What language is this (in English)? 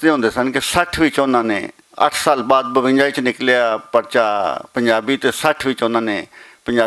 Western Panjabi